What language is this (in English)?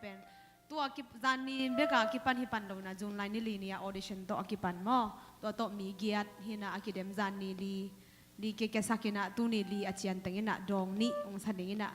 Tedim Chin